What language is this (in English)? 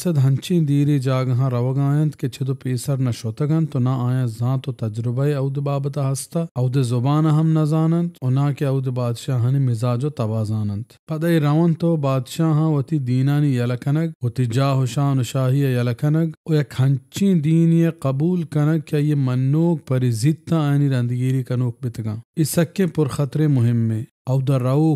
Baluchi